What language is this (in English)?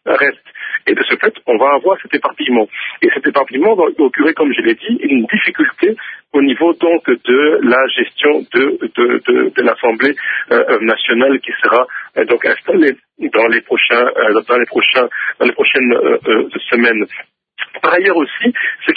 French